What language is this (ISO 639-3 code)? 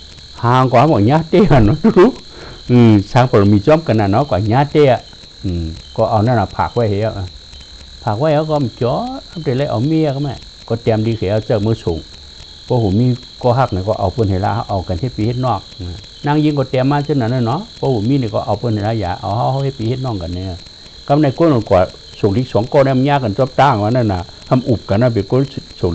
shn